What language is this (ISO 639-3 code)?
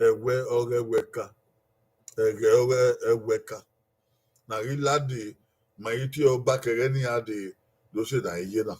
bin